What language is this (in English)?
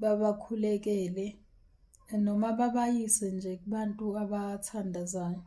Zulu